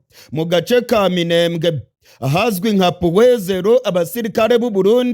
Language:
Rundi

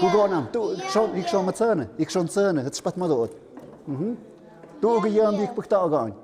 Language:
Tlahuitoltepec Mixe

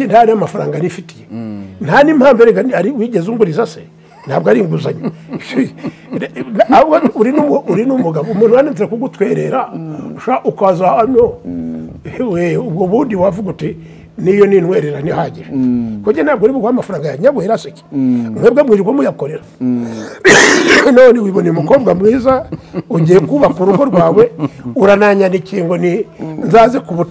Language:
Kinyarwanda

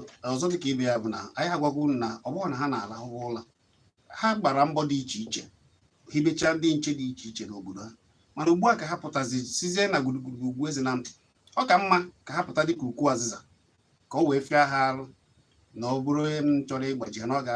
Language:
Igbo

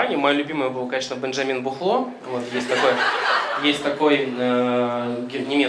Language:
Russian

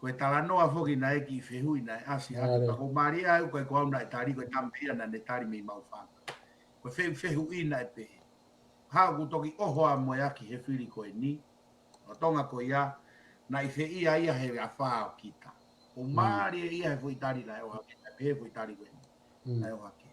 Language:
Tongan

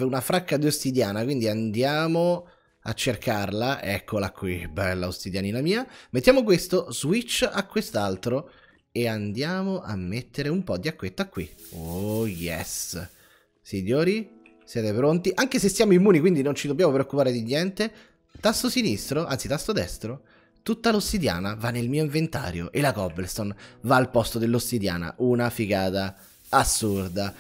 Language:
Italian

